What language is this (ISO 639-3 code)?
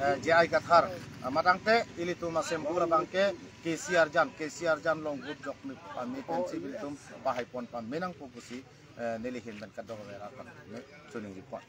mjw